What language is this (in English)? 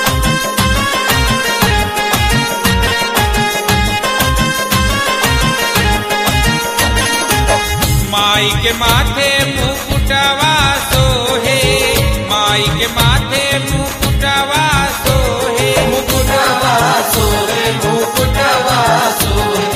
Bhojpuri